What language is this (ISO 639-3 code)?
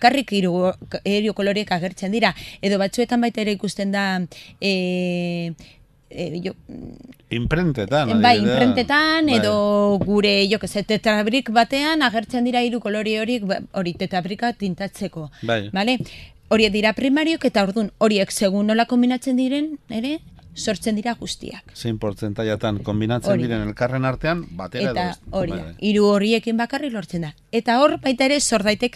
eus